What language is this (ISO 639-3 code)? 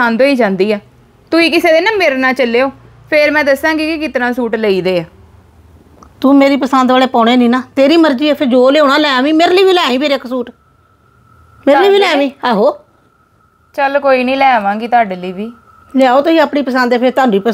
pan